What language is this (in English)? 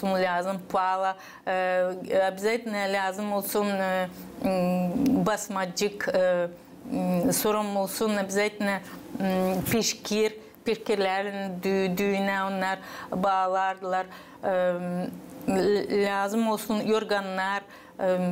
Gagauz